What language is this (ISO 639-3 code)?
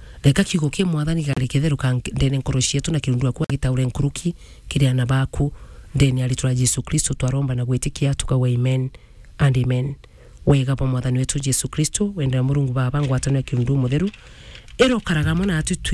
mer